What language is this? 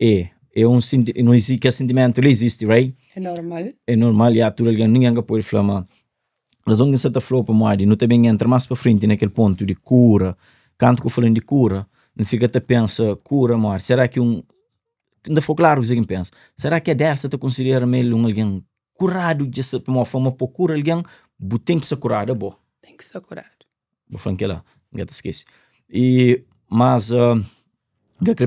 Kabuverdianu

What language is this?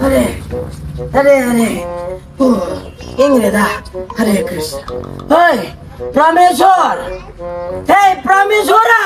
Manipuri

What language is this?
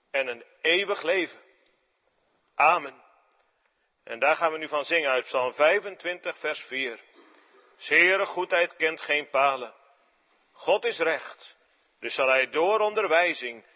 Dutch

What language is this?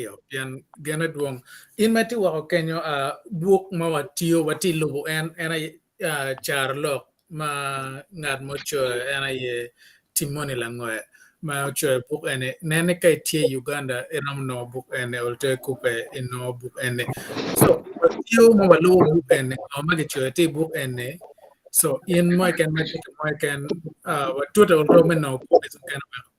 Acoli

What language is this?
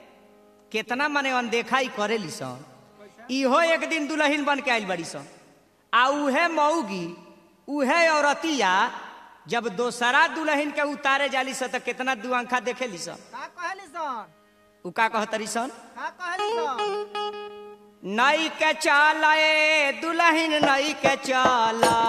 Bhojpuri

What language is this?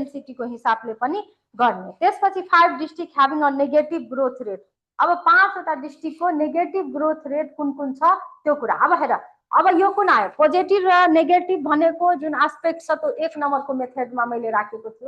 Nepali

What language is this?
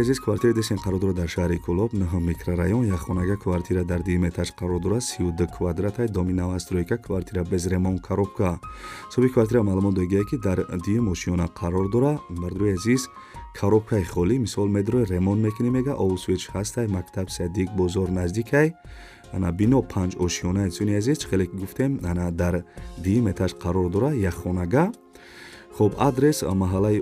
Tajik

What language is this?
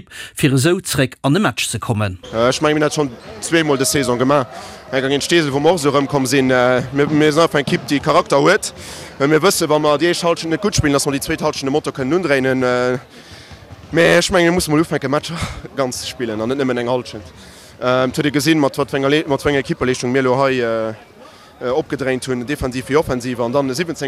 Luxembourgish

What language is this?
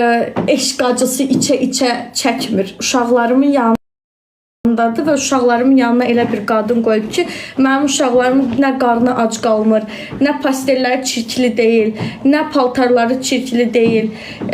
Azerbaijani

